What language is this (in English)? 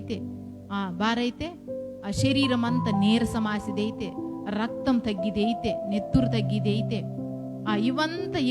Koya